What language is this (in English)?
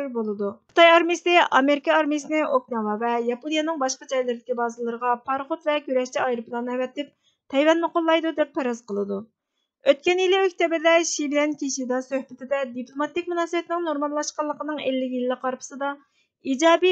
Uyghur